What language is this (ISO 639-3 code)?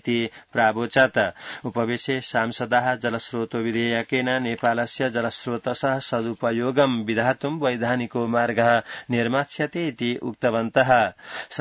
san